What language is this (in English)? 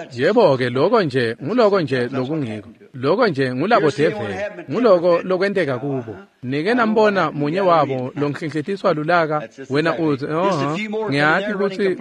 Swati